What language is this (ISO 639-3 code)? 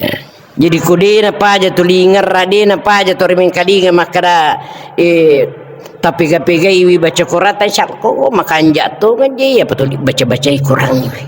bug